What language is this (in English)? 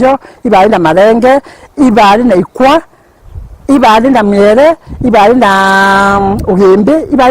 Meru